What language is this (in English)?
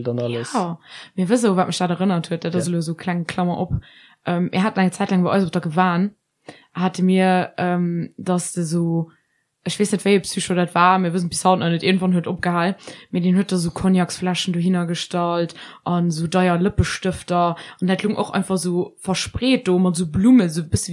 Luxembourgish